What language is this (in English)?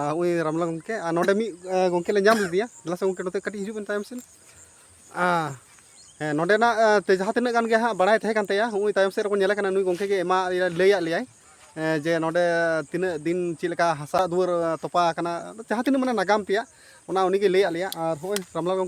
Santali